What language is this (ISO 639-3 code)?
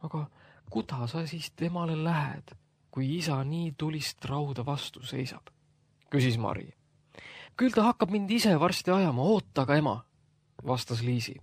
est